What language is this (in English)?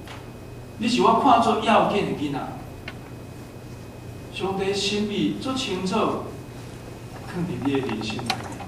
Min Nan Chinese